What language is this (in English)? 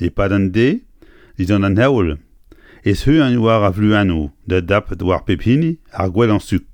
Breton